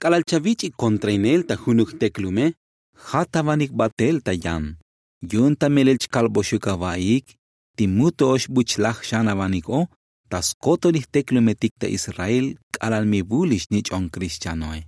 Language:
Tzotzil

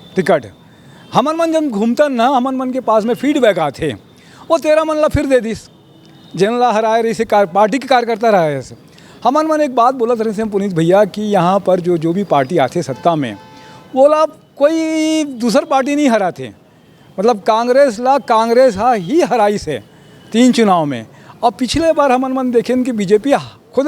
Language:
Chhattisgarhi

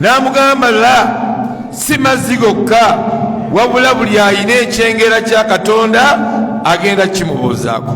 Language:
Ganda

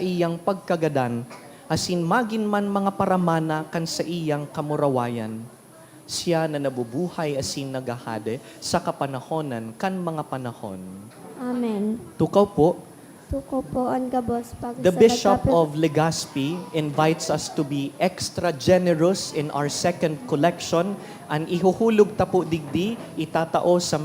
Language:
Bikol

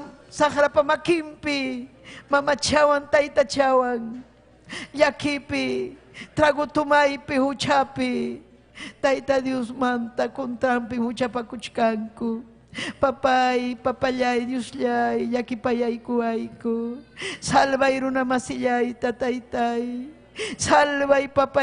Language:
Ayacucho Quechua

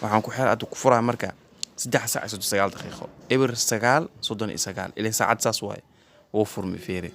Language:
Somali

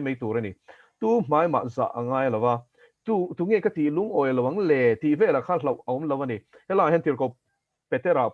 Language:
Mizo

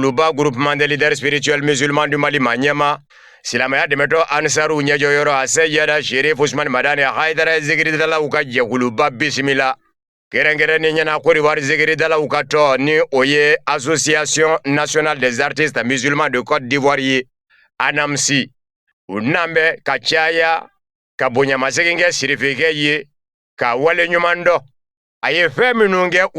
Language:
Bambara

